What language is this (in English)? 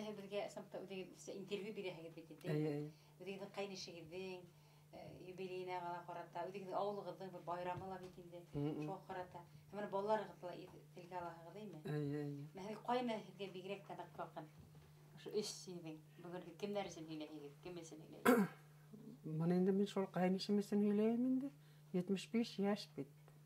Bashkir